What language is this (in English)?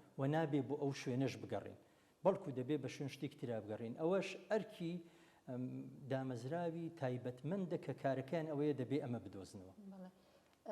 Central Kurdish